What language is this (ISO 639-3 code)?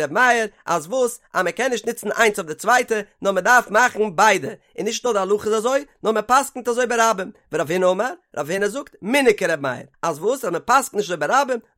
yid